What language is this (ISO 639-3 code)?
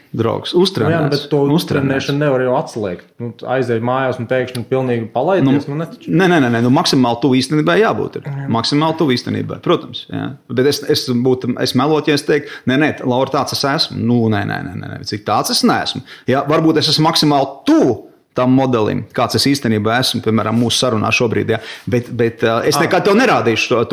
lav